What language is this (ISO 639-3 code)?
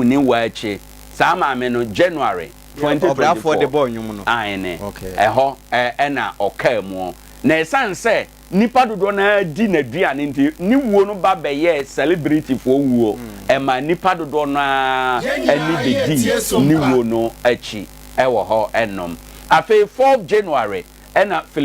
aka